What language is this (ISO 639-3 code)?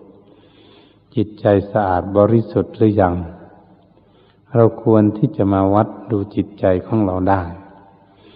tha